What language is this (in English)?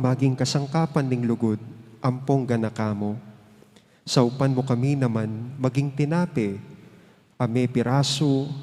Pampanga